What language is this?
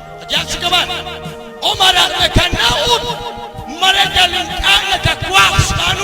Kekchí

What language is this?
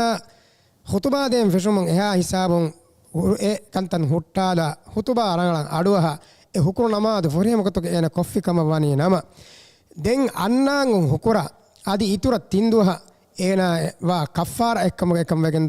Divehi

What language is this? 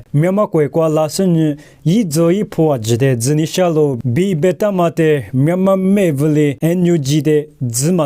Lisu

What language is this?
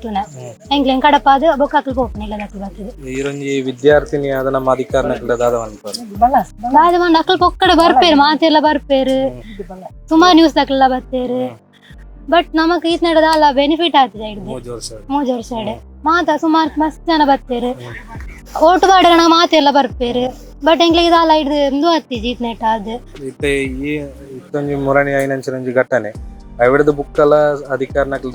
Tulu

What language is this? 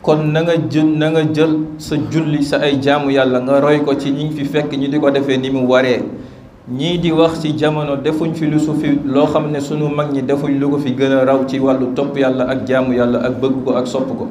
Wolof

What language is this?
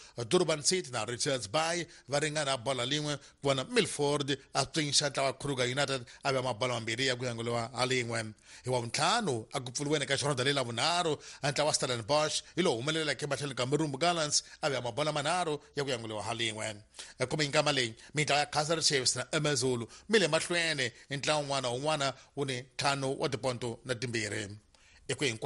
Tsonga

